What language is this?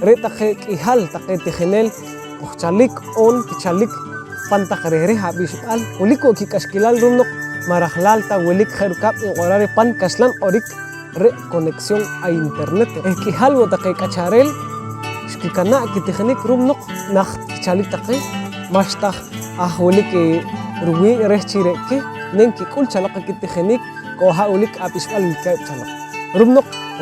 Poqomchi'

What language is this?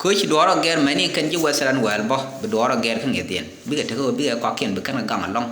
Nuer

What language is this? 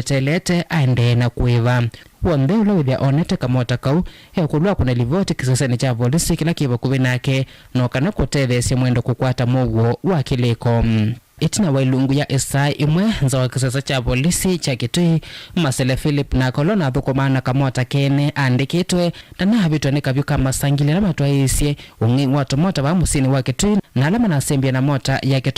Kamba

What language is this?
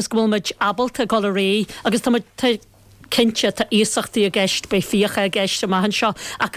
Irish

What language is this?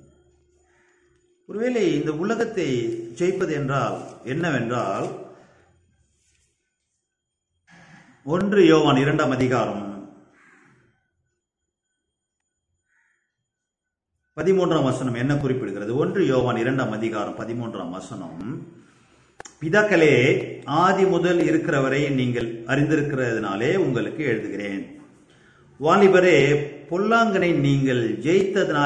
Tamil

